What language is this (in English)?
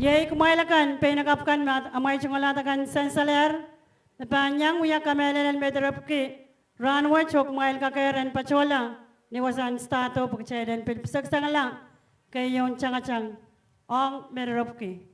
Pohnpeian